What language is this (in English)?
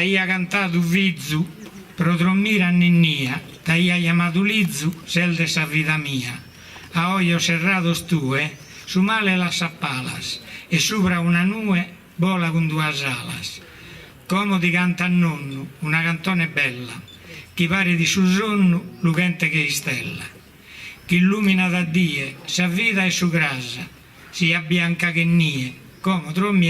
Sardinian